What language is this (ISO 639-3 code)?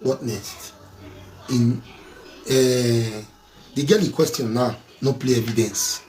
pcm